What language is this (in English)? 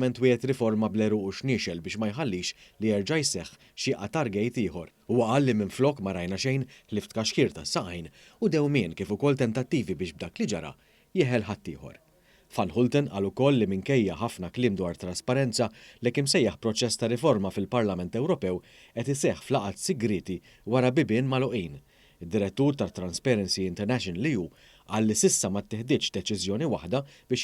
Maltese